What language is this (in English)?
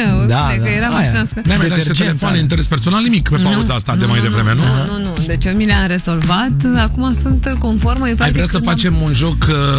Romanian